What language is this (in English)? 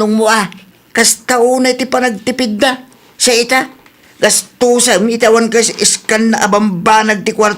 Iloko